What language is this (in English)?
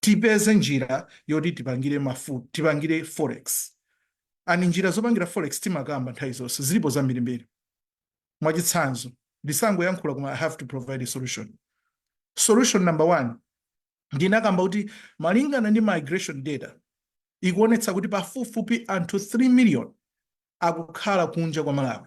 Nyanja